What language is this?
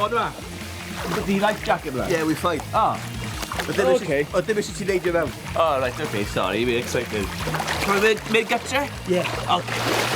Welsh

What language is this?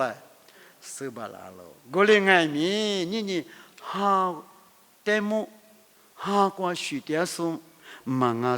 Lisu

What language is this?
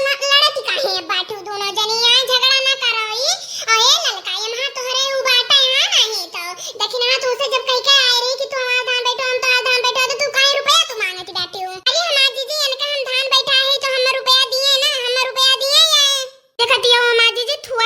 Awadhi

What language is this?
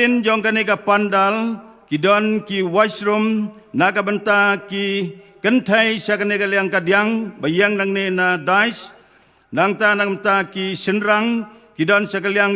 Khasi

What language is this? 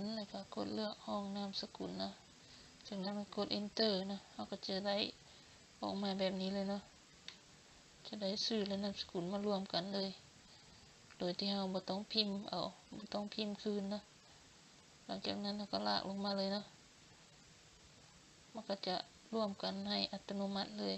Lao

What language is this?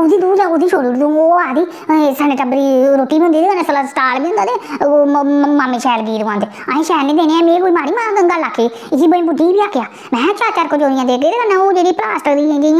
Dogri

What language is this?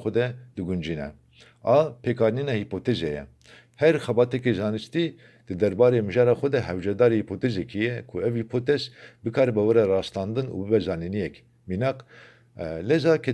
Kurdish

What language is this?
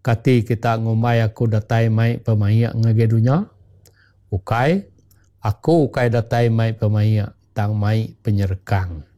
Iban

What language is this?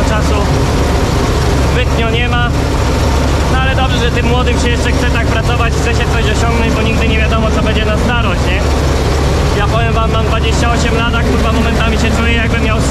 Polish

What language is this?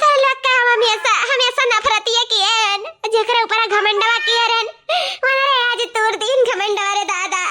Awadhi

